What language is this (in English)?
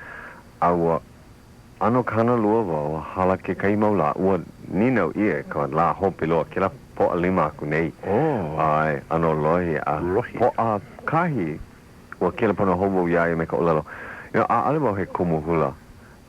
Hawaiian